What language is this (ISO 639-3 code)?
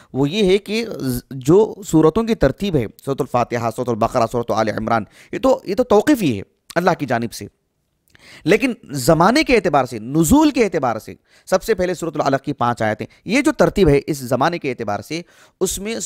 urd